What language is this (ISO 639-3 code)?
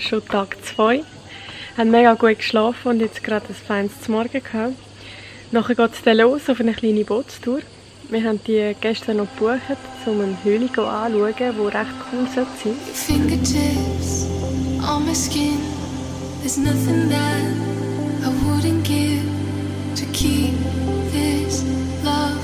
gsw